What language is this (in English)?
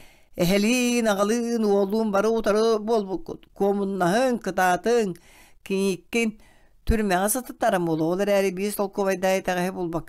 Yakut